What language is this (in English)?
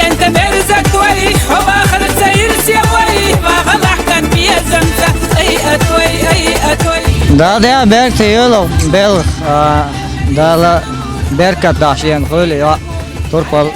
Chechen